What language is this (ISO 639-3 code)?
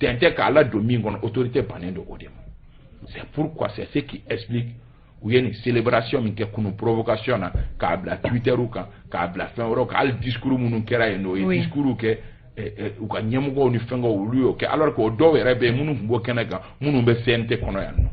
bam